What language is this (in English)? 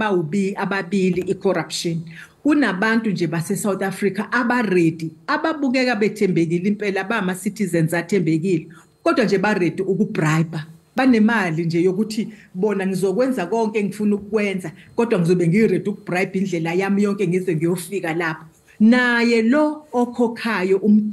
Zulu